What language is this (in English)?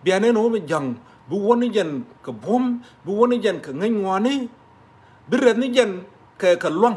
Nuer